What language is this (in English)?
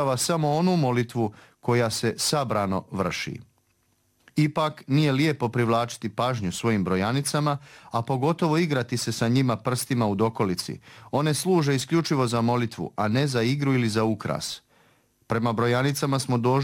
Serbian